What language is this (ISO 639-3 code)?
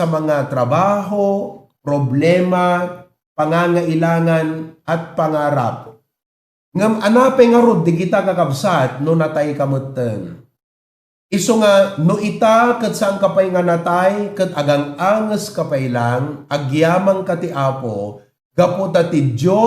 ilo